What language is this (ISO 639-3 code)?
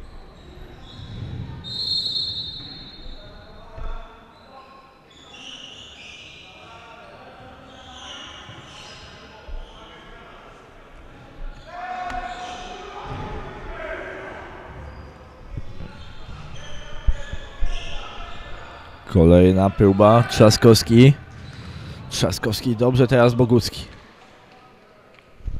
pol